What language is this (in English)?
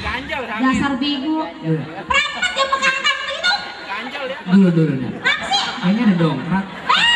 Betawi